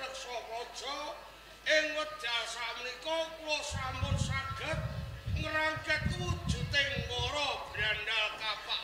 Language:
Javanese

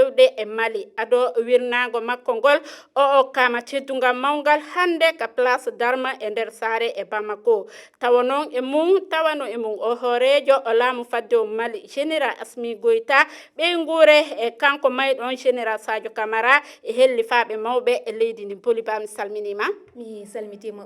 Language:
Fula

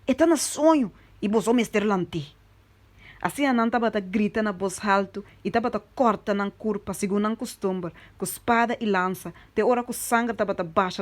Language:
Papiamento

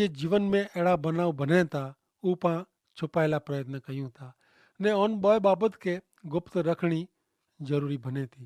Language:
Kachhi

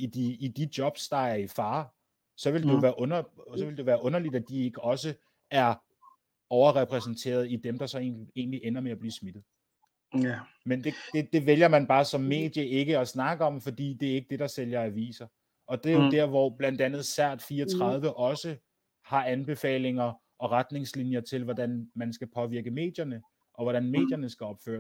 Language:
Danish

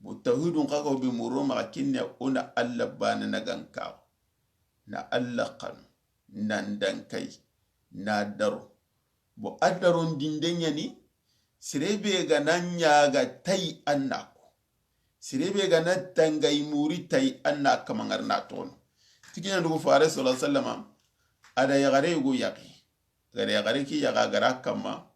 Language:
Soninke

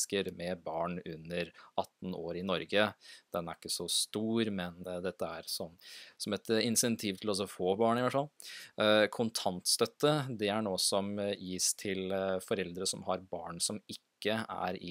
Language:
Norwegian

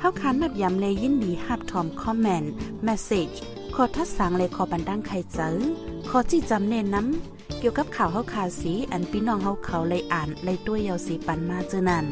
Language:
Shan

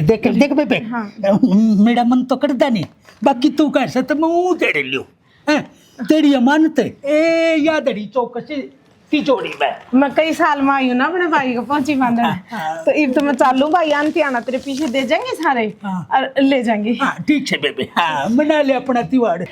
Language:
Haryanvi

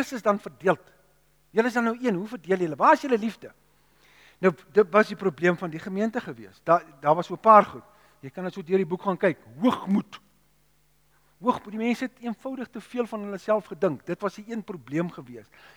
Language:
Afrikaans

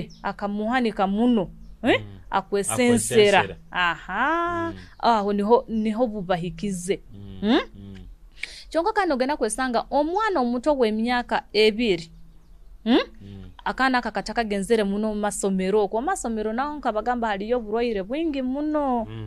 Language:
Nyoro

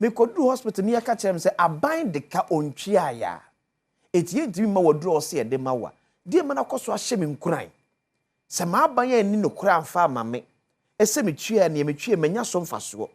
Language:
Akan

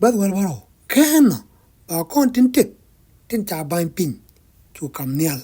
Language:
Nuer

